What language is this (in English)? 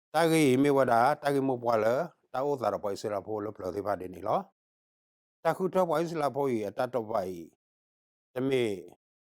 S'gaw Karen